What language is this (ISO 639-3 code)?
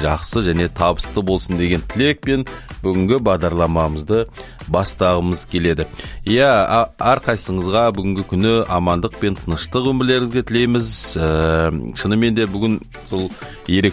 kaz